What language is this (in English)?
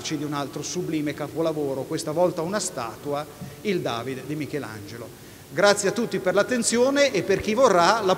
Italian